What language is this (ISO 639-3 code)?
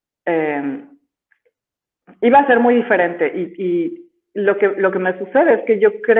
spa